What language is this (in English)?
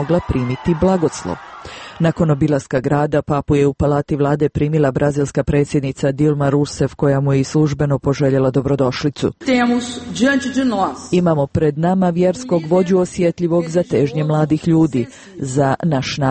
Bosnian